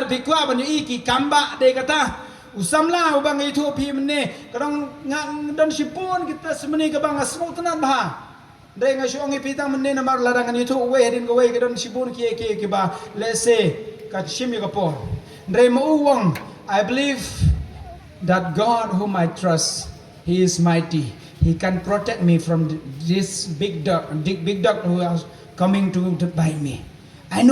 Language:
Khasi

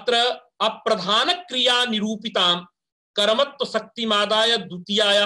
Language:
Sanskrit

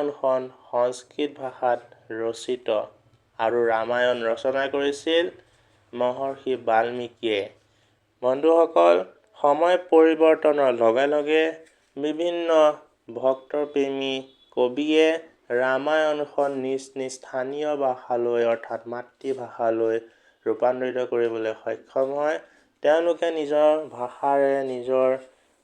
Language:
Assamese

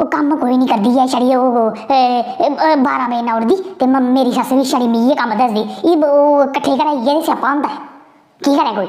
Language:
Dogri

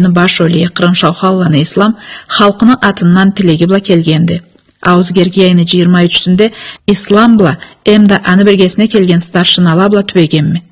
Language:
Karachay-Balkar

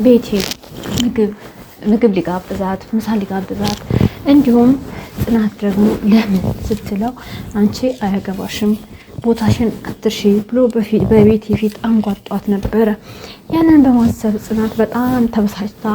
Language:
Amharic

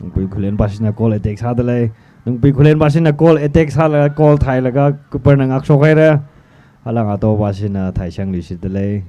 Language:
Tangkhul Naga (India)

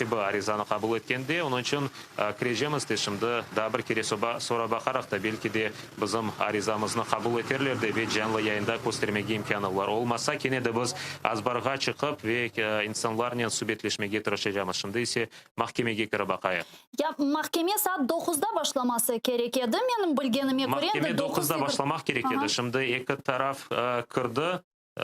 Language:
Crimean Tatar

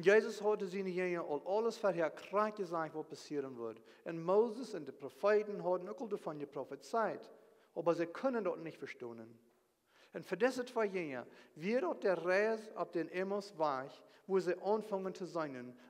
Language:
Plautdietsch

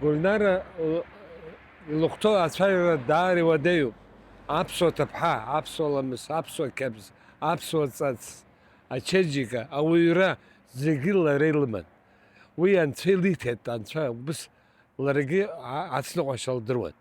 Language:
Abkhazian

